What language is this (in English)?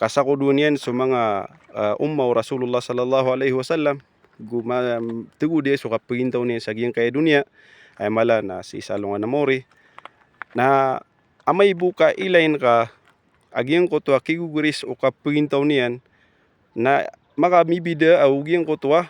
Maranao